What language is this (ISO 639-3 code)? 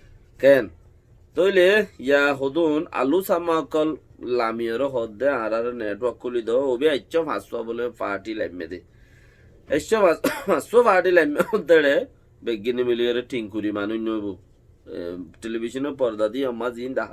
rhg